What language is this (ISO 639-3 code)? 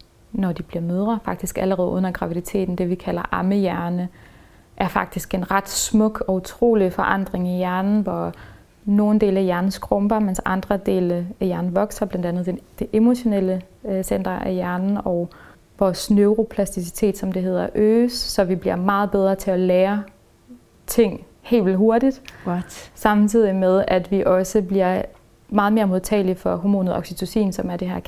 dan